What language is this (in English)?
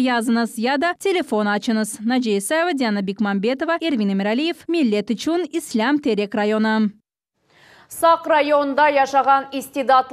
Crimean Tatar